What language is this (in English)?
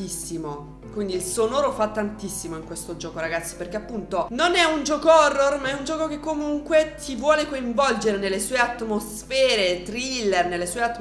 Italian